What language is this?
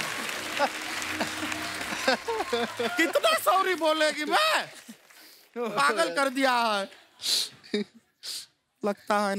Hindi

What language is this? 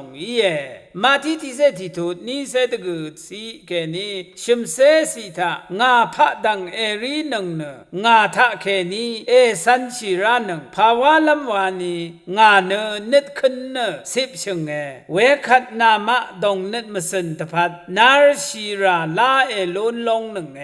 Rawang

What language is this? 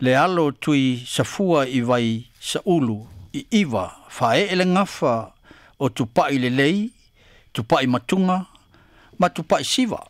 Samoan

